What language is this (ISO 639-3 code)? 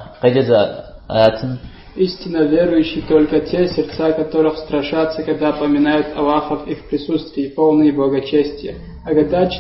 kbd